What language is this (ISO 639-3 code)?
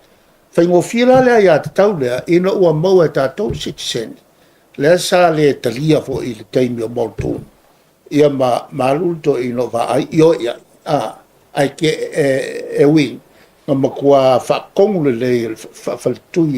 smo